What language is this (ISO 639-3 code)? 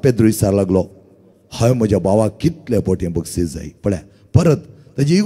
kok